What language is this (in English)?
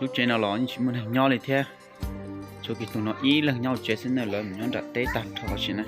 Hmong